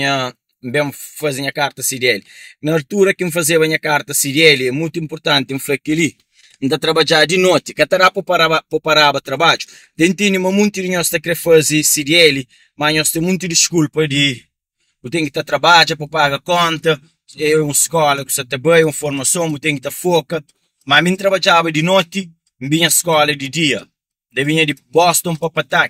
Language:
Kabuverdianu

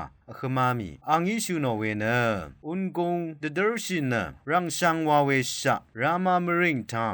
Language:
Rawang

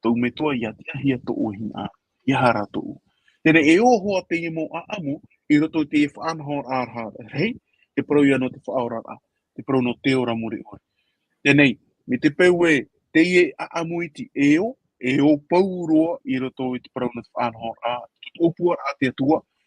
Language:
Tahitian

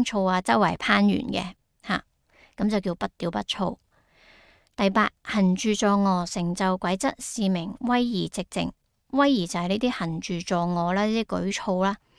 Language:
Cantonese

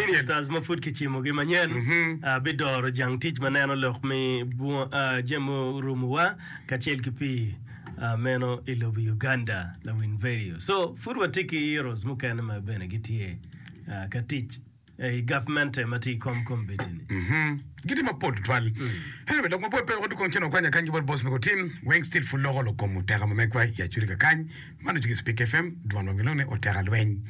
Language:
Acoli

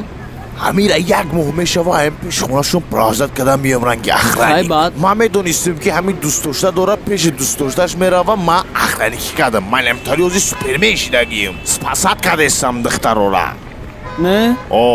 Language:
Tajik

